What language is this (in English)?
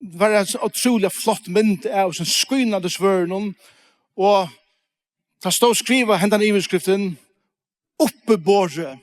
Faroese